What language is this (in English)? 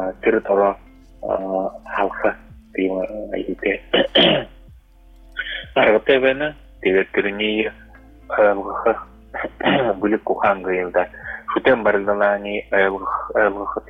Buriat